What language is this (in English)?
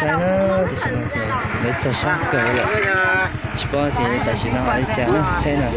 Hmong